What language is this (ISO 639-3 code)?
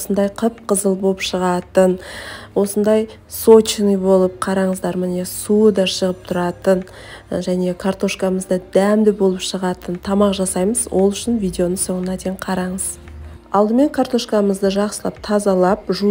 kaz